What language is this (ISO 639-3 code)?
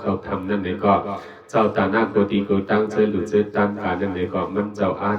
shn